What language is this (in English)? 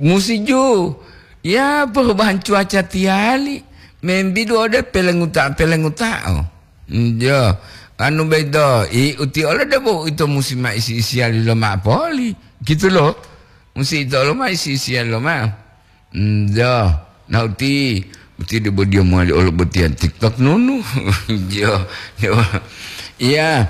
Gorontalo